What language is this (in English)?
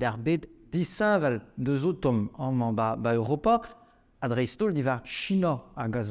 Breton